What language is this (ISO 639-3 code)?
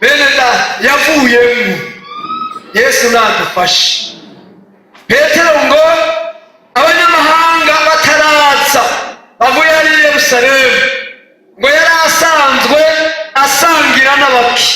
run